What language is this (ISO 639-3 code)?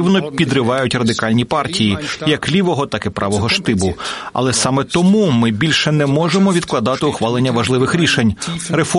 ukr